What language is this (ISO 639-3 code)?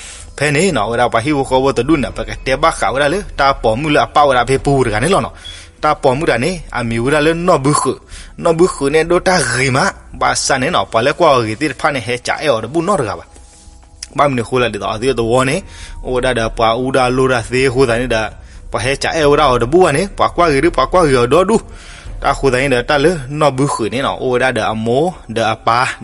ksw